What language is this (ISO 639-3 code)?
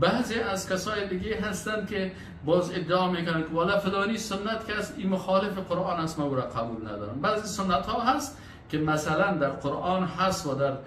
fas